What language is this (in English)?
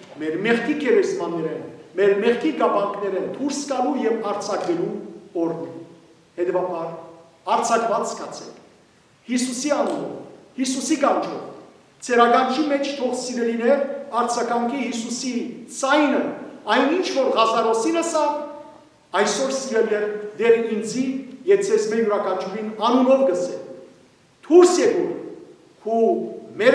Western Armenian